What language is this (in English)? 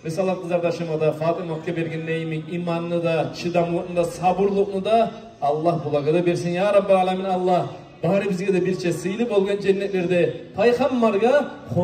Kumyk